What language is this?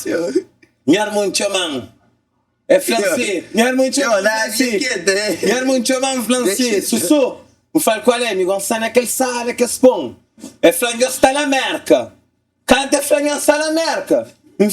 Kabuverdianu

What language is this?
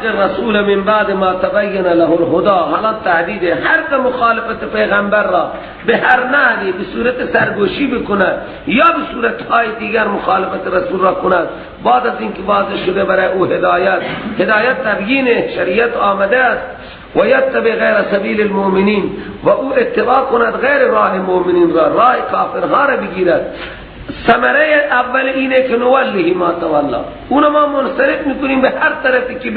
Persian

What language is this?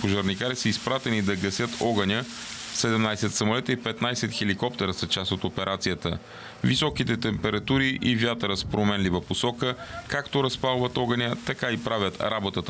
Bulgarian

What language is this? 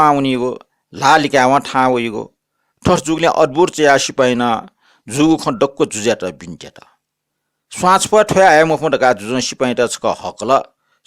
Newari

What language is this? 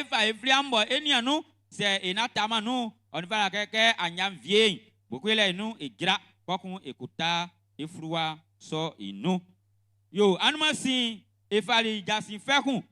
Baoulé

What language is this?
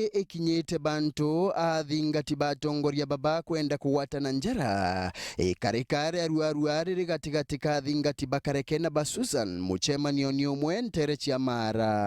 Meru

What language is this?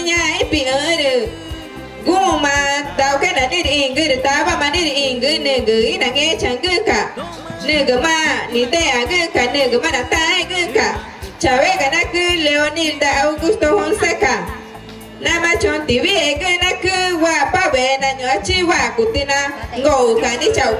Ticuna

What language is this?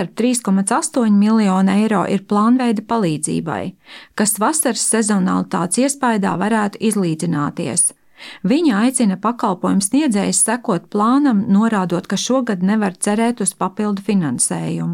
Latvian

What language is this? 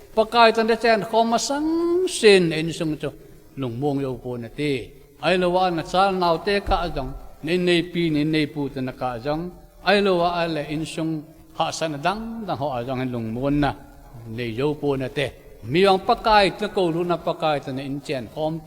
Thado Chin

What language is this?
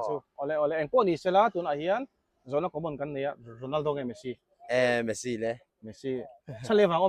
Mizo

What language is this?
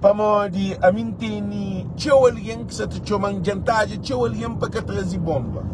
Kabuverdianu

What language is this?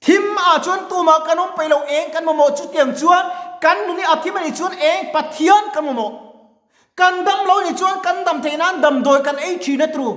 Mizo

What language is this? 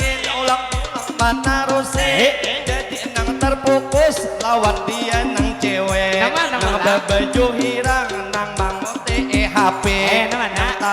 Banjar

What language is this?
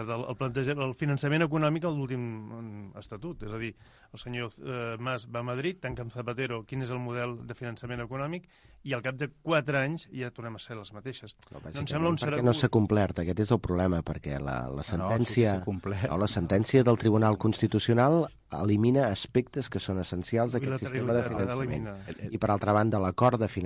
Catalan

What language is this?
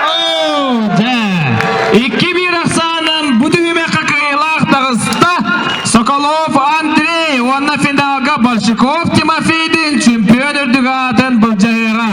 Yakut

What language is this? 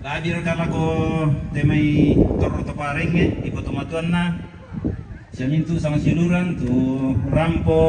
Toraja-Sa'dan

